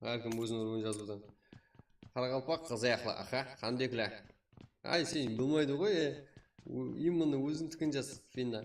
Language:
Kara-Kalpak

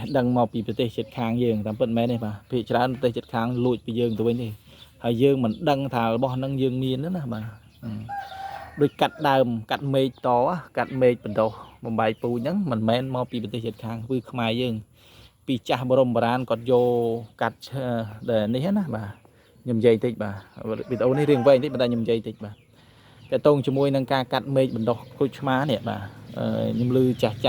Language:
Khmer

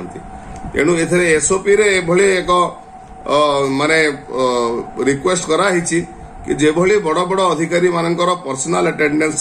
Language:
Odia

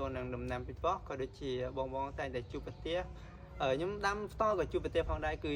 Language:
Khmer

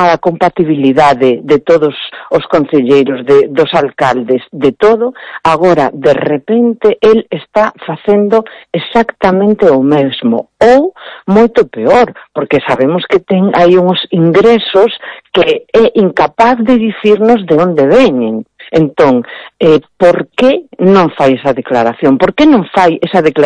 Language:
Galician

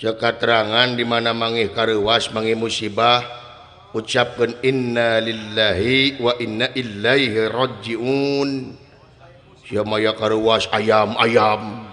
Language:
Sundanese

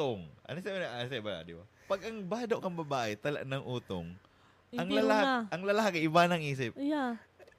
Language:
Bikol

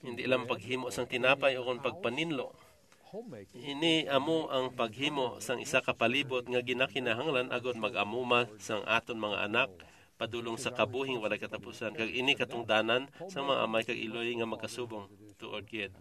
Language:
Hiligaynon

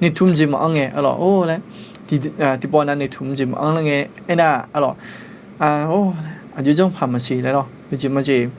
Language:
Akha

